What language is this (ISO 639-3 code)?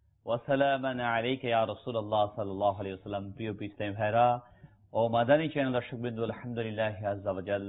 ben